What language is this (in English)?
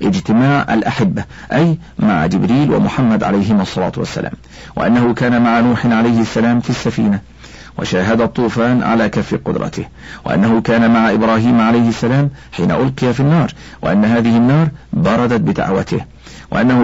Arabic